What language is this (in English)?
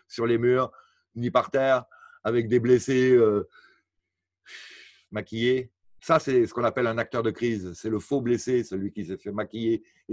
French